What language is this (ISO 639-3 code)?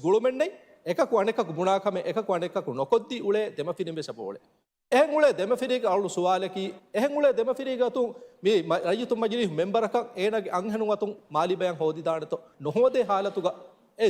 div